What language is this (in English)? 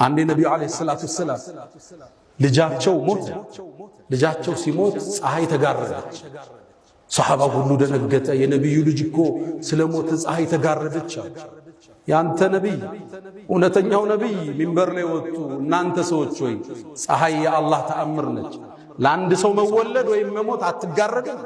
Amharic